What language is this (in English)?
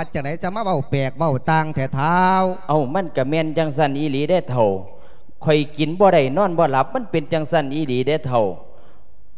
Lao